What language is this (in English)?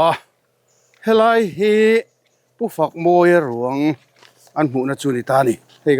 Mizo